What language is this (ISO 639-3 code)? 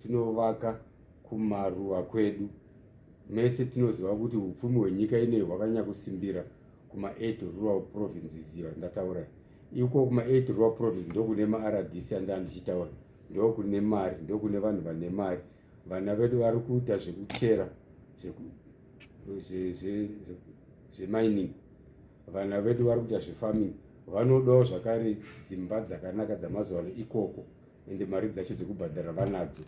sna